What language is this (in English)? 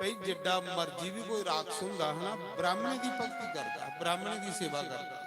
Dogri